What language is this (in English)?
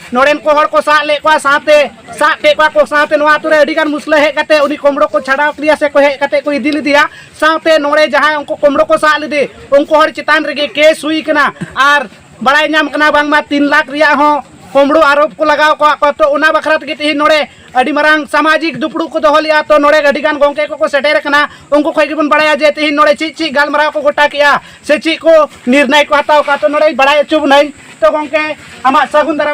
Santali